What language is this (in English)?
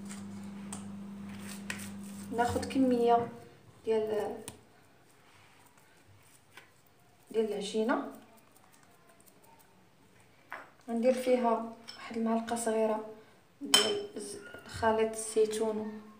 Moroccan Arabic